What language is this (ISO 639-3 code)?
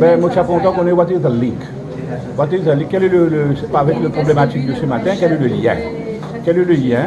mfe